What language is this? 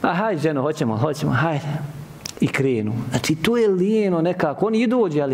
Bosnian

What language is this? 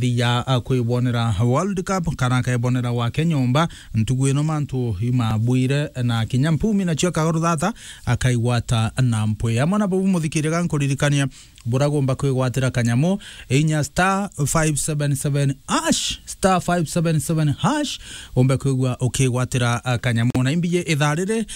Meru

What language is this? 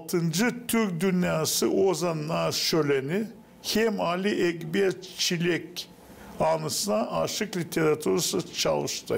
Gagauz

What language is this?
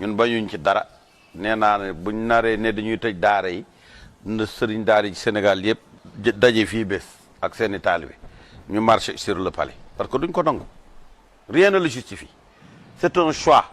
Wolof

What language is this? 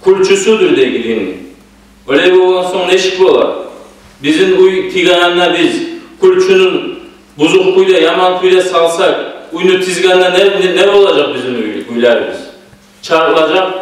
Kumyk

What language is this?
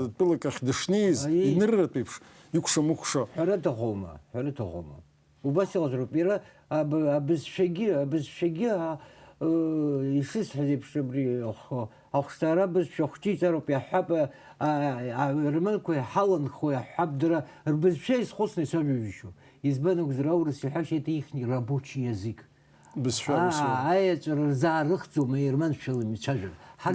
Abkhazian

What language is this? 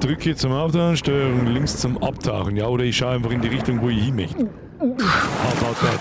Bavarian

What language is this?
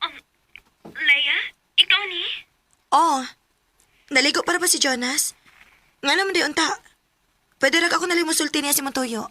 Cebuano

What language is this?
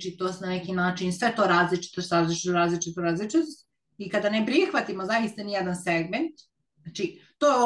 Serbian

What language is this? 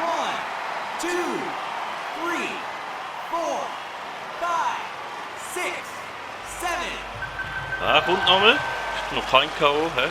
Swiss German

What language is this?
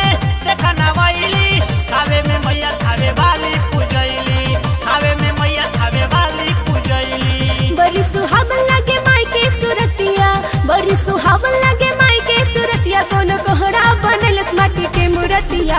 Bhojpuri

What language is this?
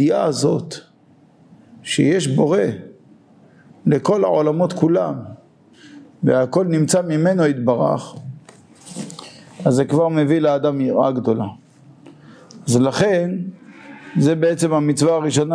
Hebrew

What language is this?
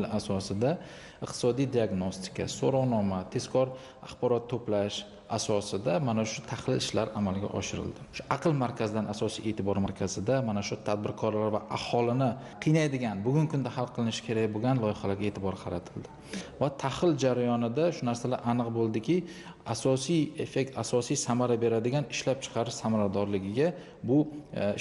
Uzbek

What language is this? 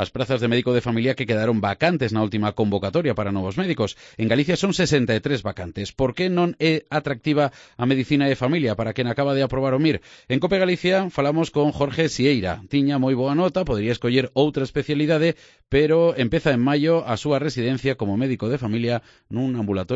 Galician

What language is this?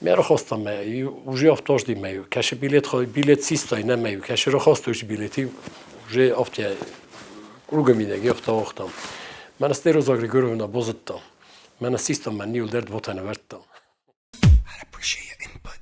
Ossetic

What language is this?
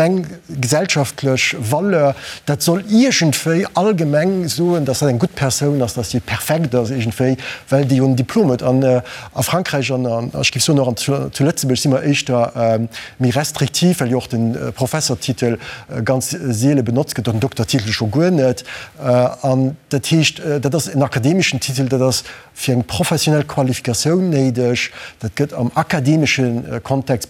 Luxembourgish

